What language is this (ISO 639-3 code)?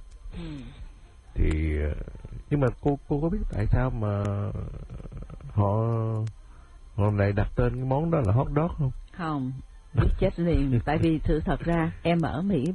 vie